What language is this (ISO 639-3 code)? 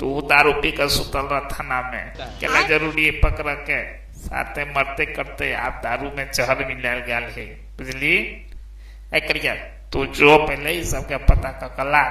mai